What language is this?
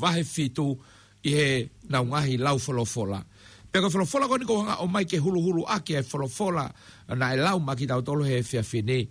Tongan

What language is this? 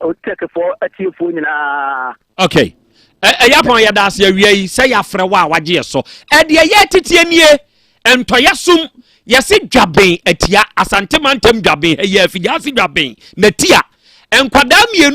Akan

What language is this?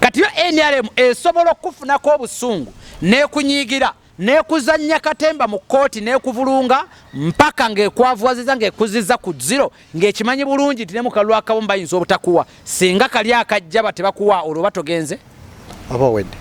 Ganda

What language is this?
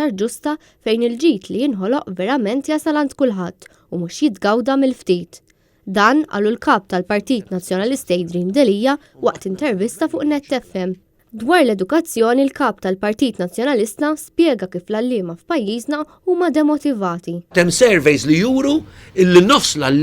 Maltese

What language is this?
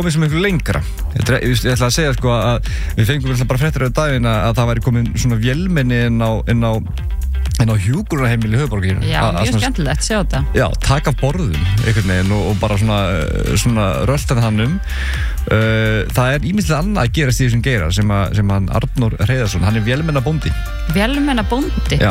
Icelandic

